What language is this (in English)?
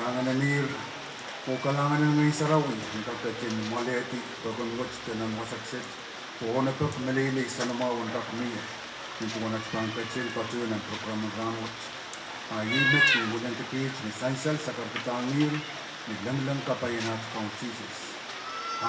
Pohnpeian